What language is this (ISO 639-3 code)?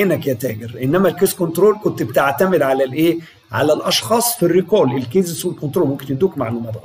arz